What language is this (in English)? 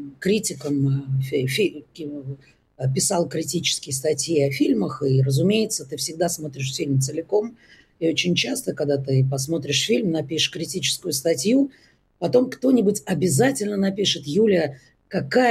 Russian